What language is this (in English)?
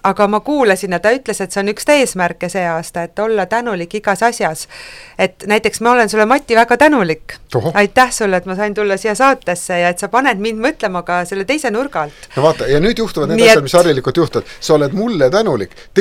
Estonian